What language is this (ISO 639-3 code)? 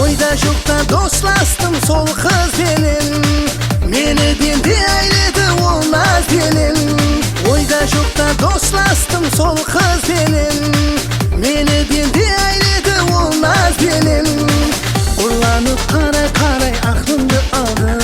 kaa